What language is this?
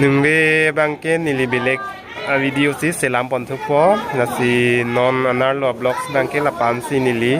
Karbi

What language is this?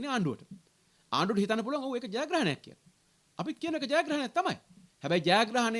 Sinhala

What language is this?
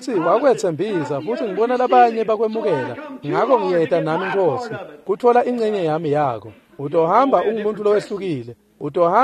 Swati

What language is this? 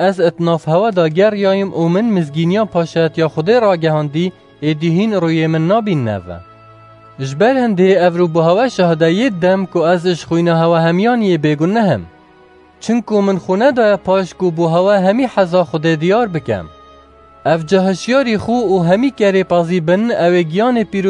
Kurdish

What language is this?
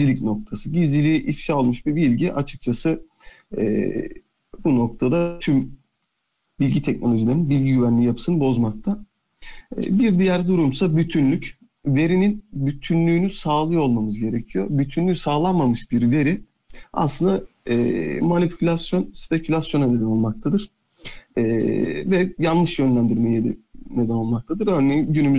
Turkish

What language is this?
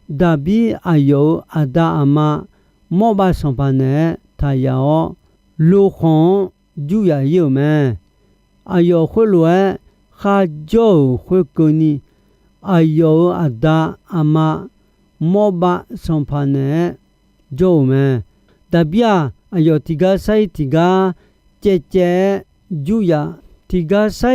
Akha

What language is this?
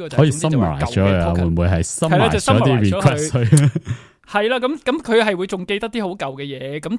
Cantonese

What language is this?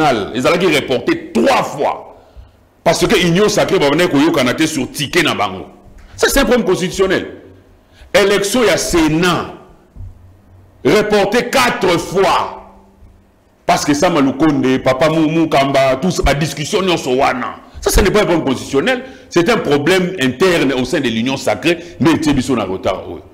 French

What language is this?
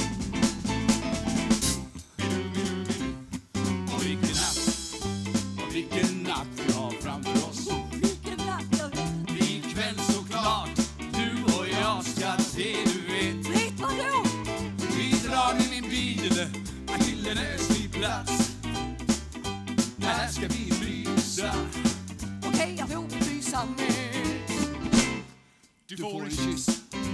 Swedish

